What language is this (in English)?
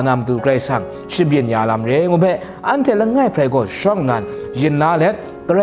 Kachin